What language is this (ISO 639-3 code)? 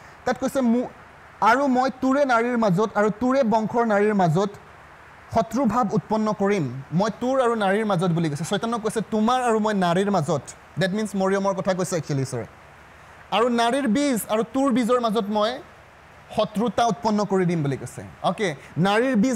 asm